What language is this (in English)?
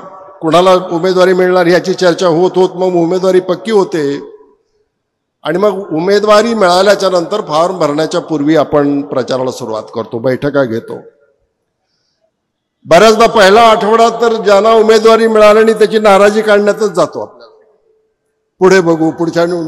Marathi